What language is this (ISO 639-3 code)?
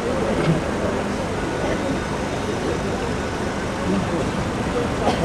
srp